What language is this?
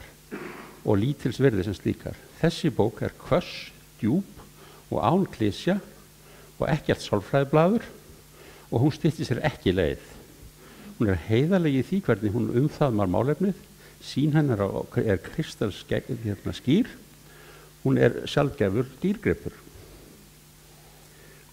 Icelandic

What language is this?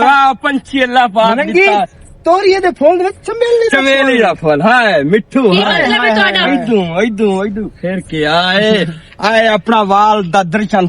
Western Panjabi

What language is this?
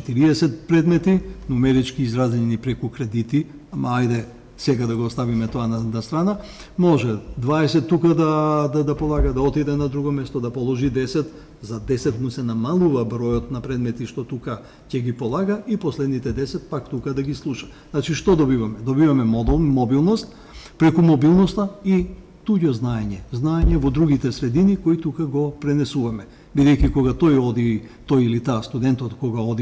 Macedonian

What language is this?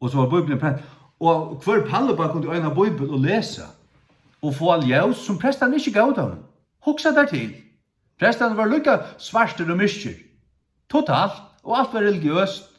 Faroese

